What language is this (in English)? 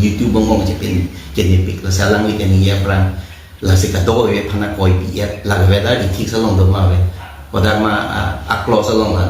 Karbi